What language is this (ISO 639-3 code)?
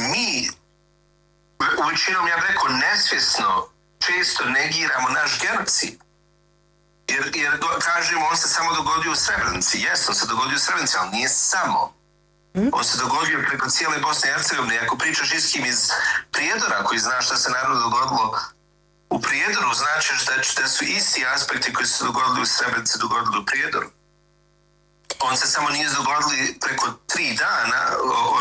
bos